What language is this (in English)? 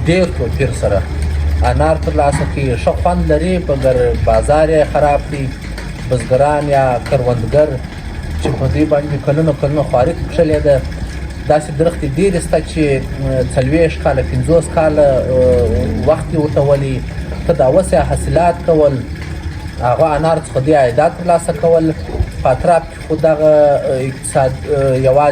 Pashto